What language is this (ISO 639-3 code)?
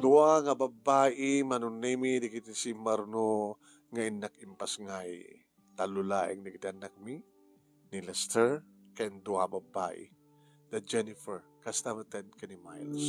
ilo